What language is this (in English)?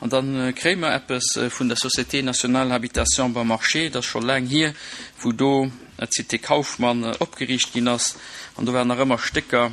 Luxembourgish